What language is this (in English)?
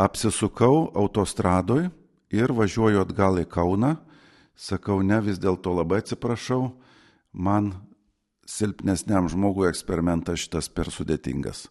Lithuanian